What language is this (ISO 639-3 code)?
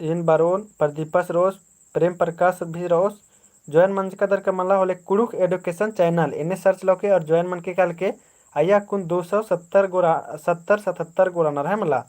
kru